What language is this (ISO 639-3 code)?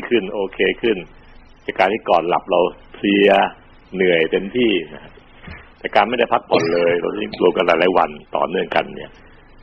tha